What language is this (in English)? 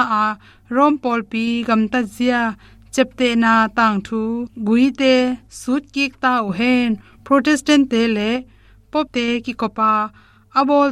Tedim Chin